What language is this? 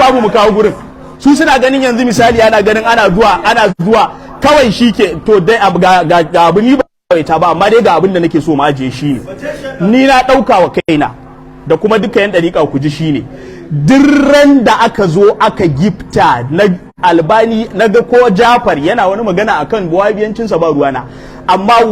Hausa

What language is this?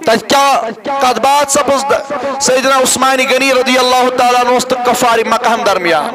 Kashmiri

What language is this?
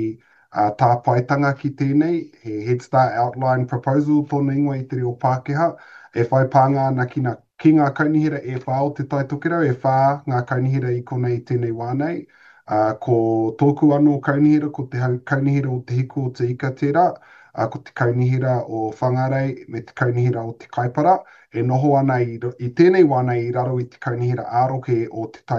Māori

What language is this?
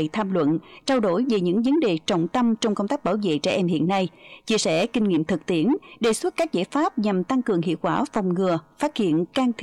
Vietnamese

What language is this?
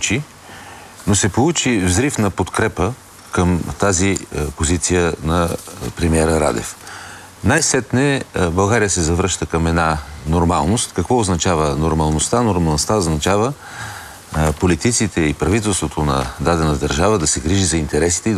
Bulgarian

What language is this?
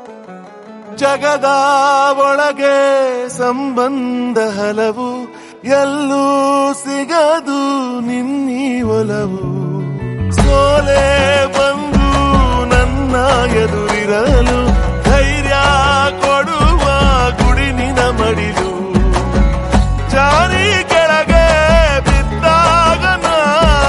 Kannada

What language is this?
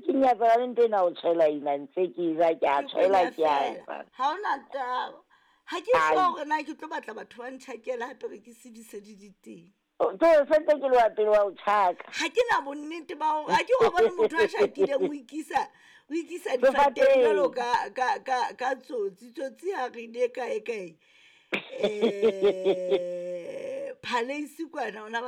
Southern Sotho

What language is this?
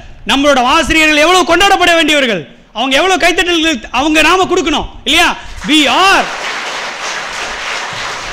Tamil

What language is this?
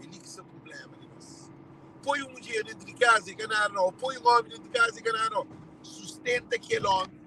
Kabuverdianu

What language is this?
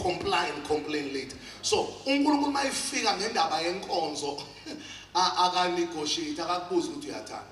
Zulu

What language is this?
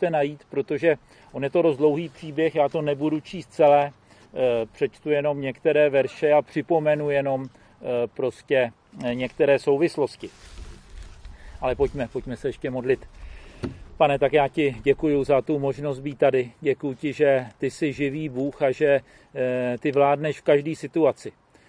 Czech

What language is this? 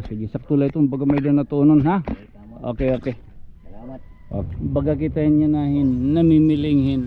Waray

